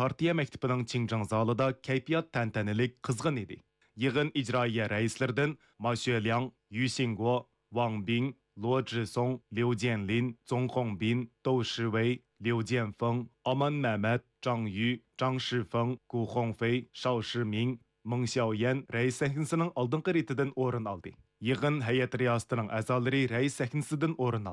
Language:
Uyghur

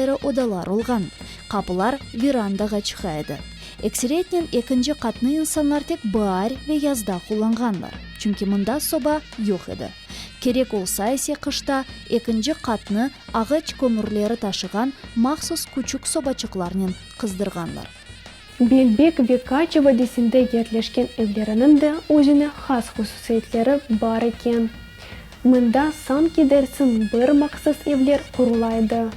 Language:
Crimean Tatar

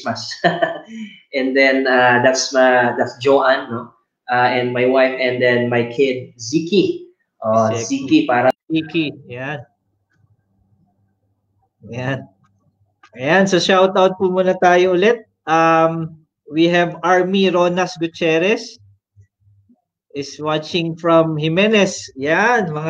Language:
Filipino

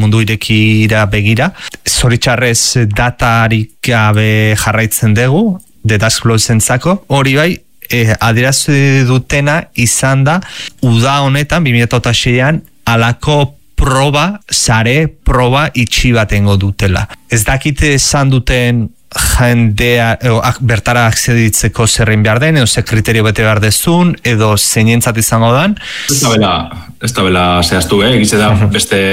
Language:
Basque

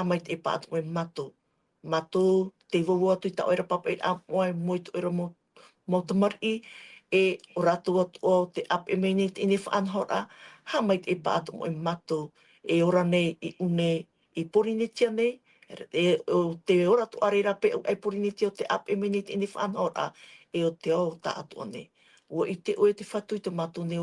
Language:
Tahitian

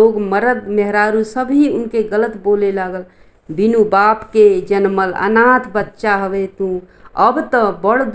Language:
Bhojpuri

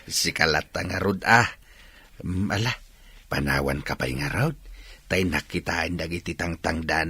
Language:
Iloko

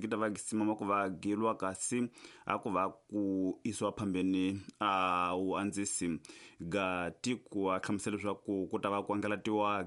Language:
Tsonga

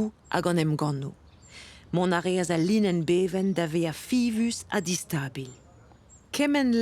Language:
Breton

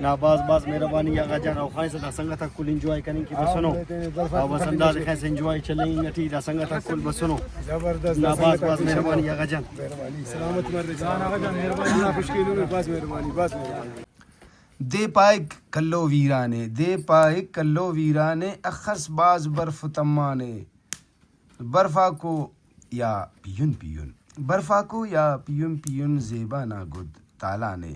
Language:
Brahui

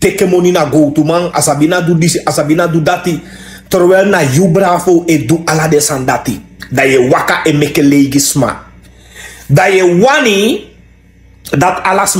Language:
Sranan Tongo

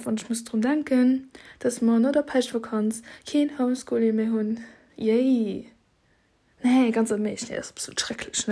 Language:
Luxembourgish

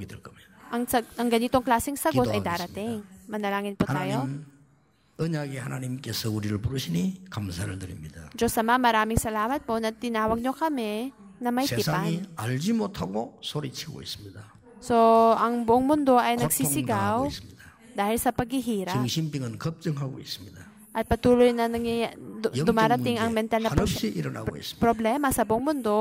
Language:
Filipino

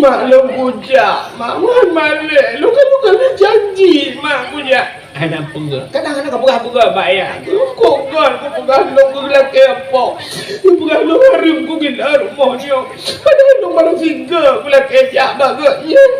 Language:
Achinese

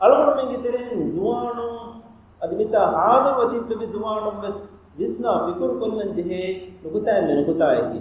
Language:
Divehi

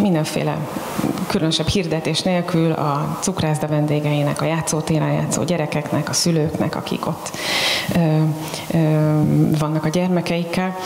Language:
Hungarian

